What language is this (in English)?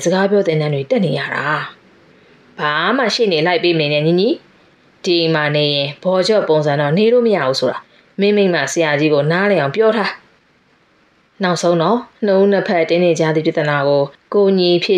Burmese